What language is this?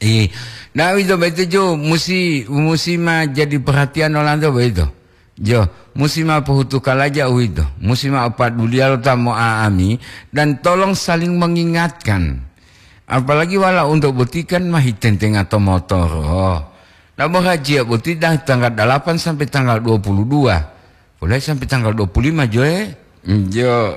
Gorontalo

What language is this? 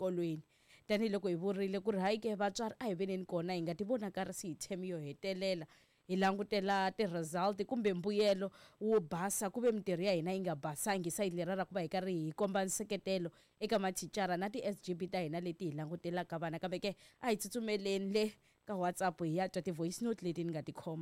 Tsonga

